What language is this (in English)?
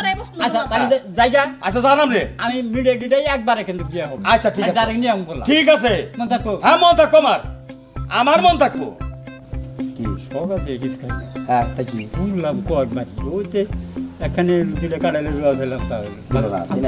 Sylheti